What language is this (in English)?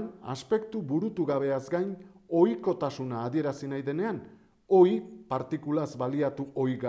Basque